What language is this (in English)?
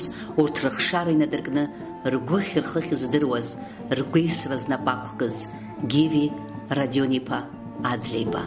Abkhazian